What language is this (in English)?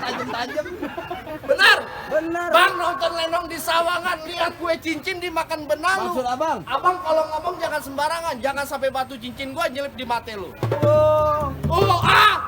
Betawi